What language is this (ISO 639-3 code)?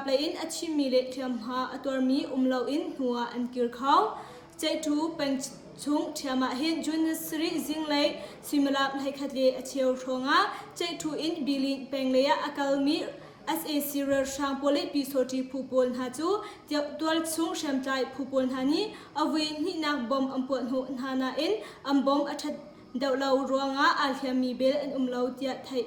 cnh